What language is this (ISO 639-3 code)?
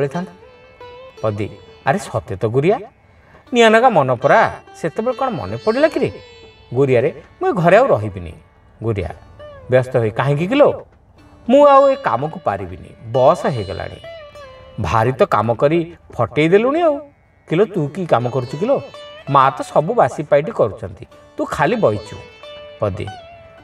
ori